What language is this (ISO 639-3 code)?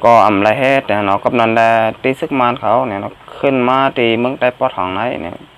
shn